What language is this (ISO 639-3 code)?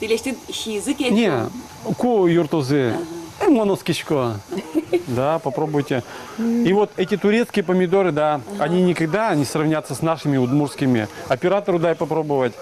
udm